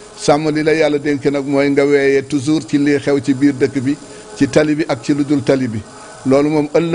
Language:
Wolof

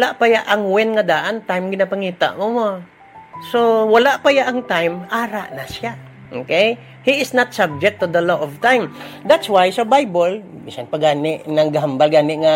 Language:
Hiligaynon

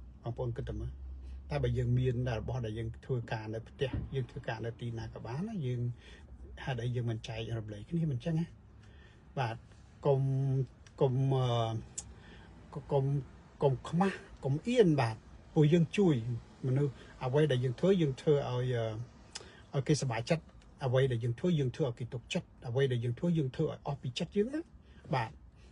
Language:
Khmer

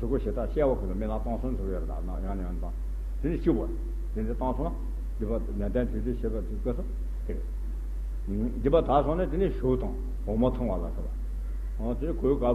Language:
Tibetan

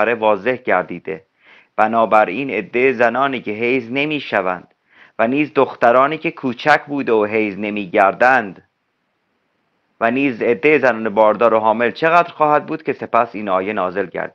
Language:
Persian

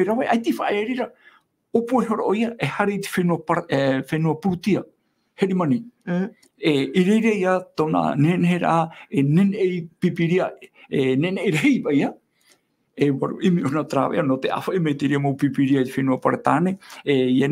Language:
Tahitian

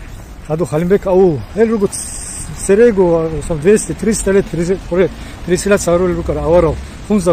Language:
Avaric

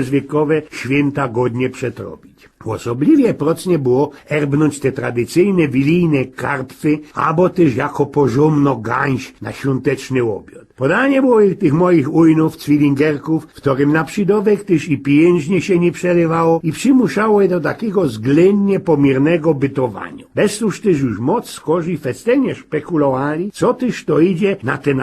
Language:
Silesian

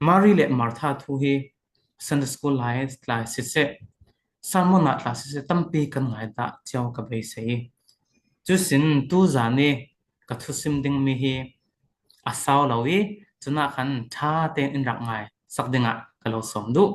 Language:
Falam Chin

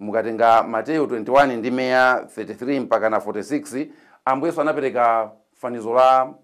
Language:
Nyanja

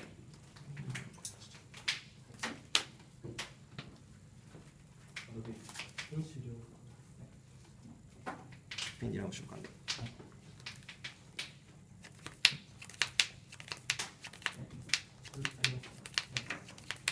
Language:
Japanese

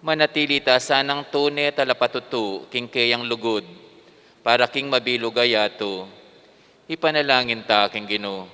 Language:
Pampanga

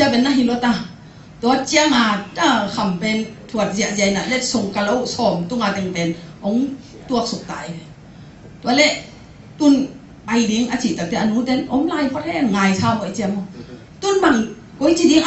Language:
Tedim Chin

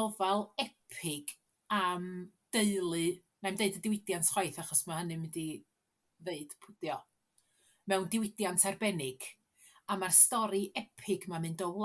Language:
Welsh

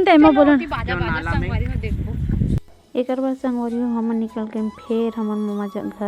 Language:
Chhattisgarhi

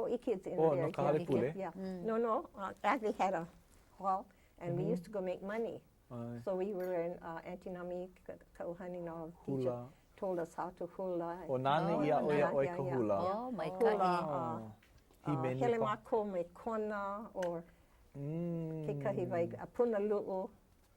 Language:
Hawaiian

